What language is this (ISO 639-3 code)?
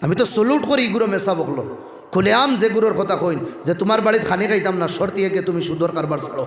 syl